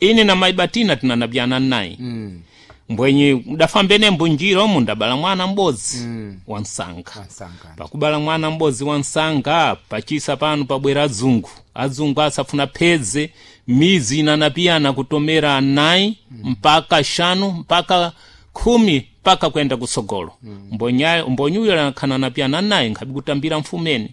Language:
Sena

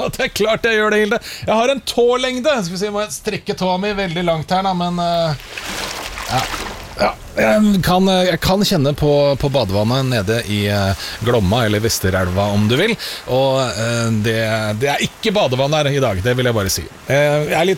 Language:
Norwegian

